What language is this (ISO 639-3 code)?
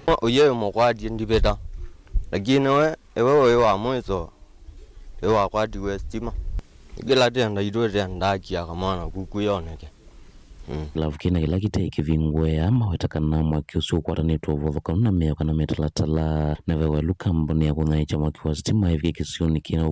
kam